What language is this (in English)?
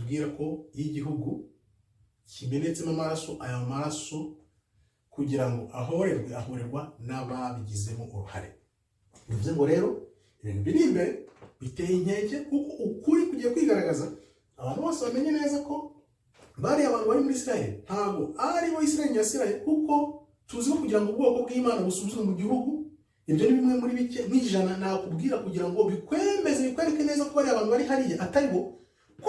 Kinyarwanda